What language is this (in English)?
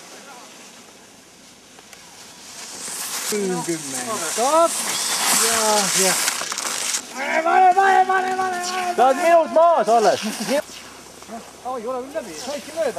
Estonian